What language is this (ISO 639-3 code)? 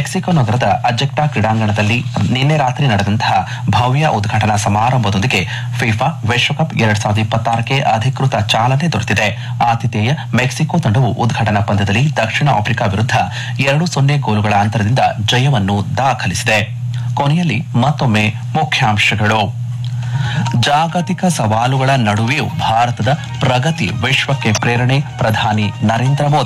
kan